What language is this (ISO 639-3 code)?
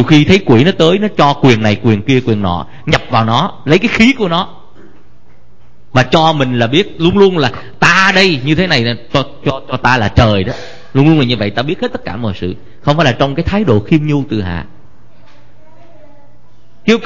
vie